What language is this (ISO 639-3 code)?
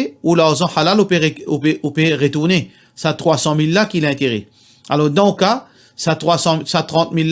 mfe